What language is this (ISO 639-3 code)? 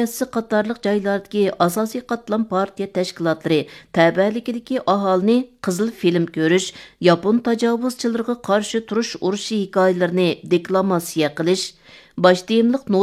uig